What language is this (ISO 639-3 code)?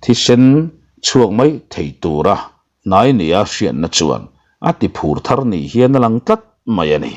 lus